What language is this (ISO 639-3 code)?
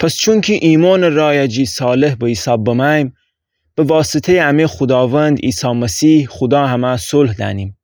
glk